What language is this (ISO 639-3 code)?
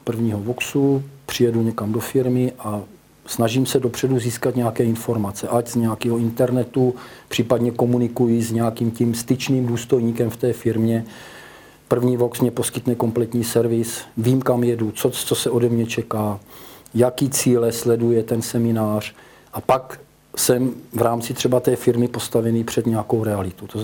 ces